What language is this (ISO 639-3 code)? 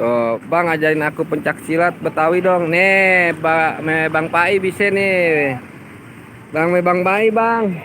bew